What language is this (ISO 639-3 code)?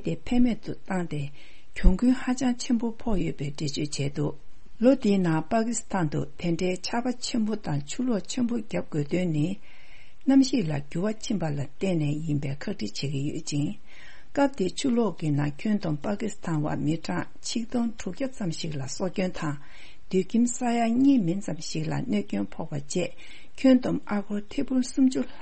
bod